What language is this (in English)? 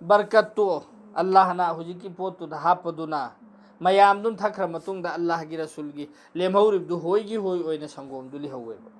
Manipuri